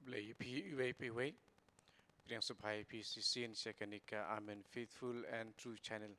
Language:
Khasi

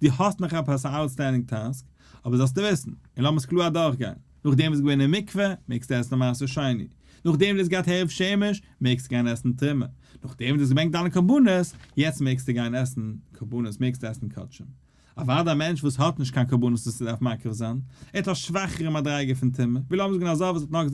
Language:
Yiddish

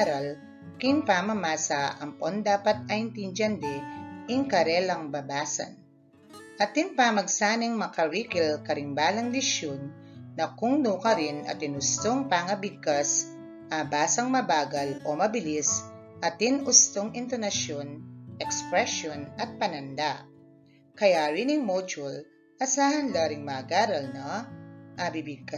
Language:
Pampanga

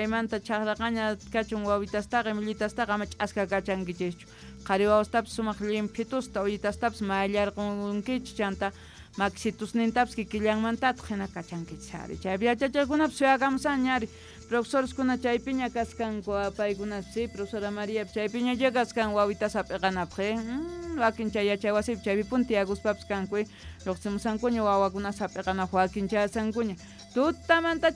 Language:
South Bolivian Quechua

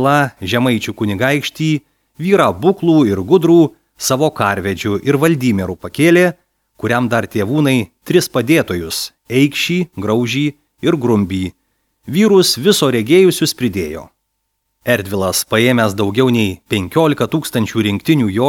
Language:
Lithuanian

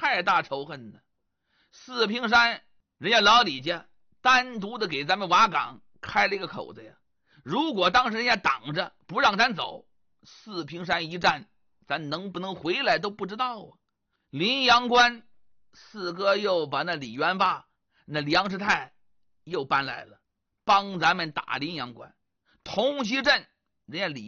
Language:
Chinese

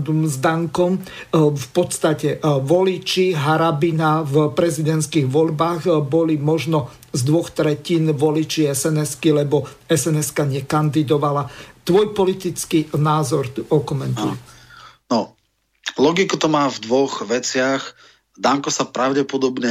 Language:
Slovak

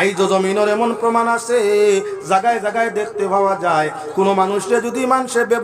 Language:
Sylheti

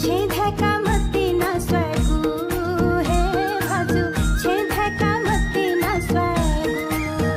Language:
Newari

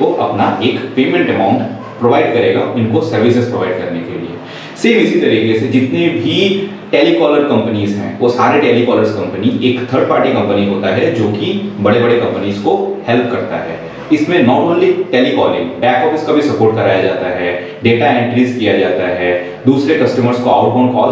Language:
Hindi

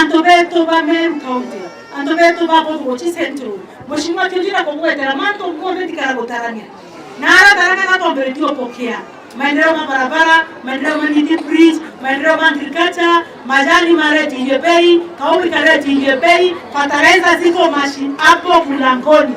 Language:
Meru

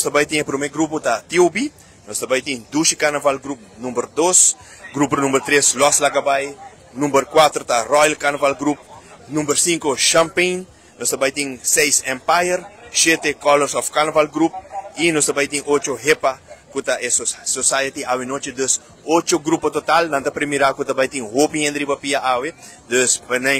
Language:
Papiamento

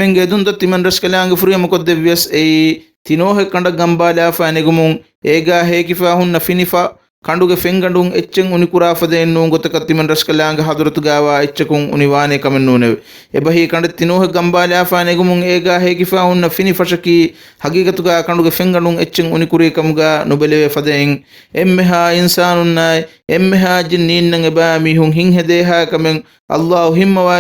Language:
Divehi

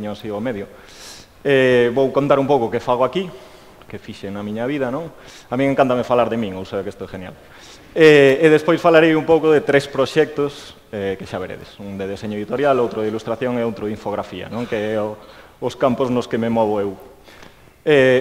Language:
Galician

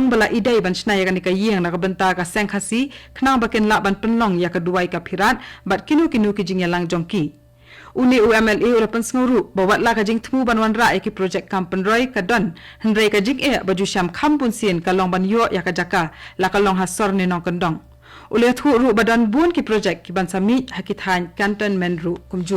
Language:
Khasi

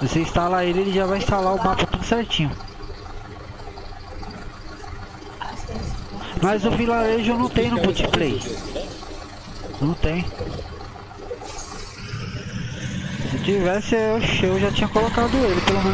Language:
Portuguese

